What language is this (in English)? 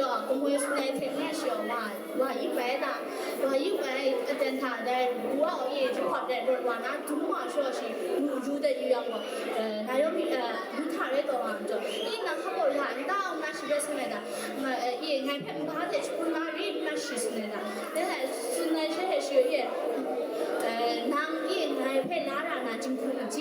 Kachin